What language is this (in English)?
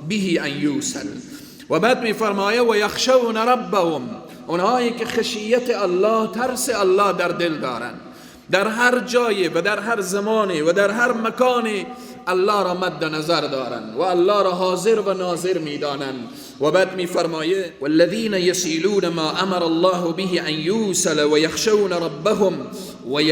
Persian